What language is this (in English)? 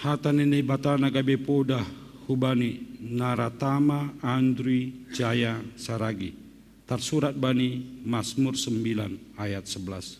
Batak Simalungun